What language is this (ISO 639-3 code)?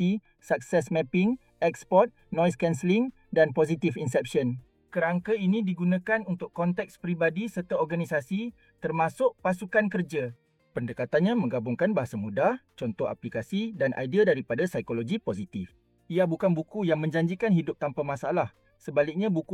msa